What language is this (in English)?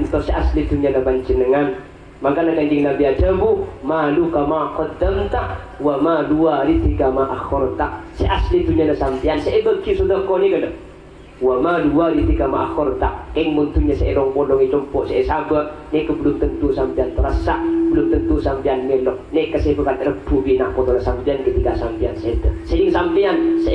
Madurese